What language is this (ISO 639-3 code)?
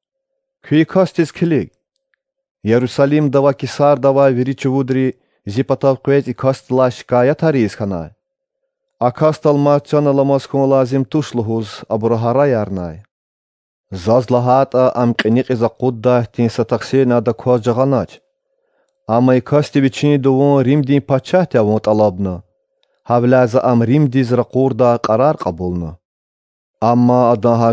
lez